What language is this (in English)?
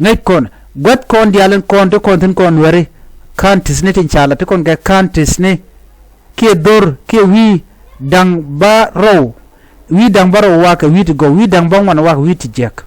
Nuer